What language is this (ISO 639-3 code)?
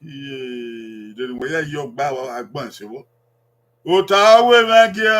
bin